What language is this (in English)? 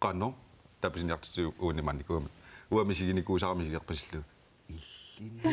Kalaallisut